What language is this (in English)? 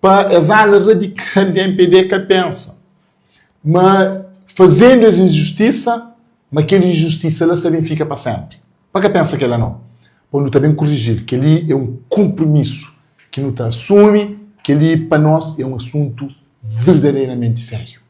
Kabuverdianu